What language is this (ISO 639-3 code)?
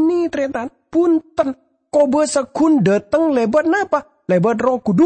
mad